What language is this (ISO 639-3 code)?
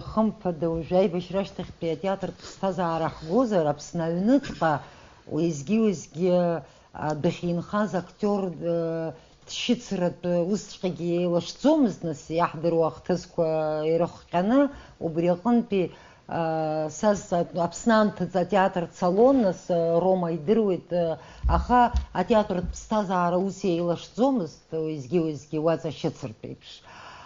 abk